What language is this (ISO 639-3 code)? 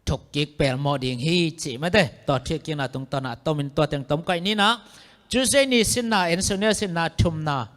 ctd